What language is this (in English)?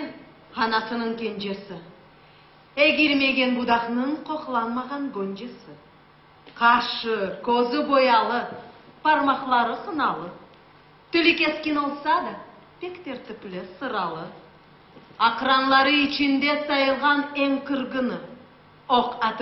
Crimean Tatar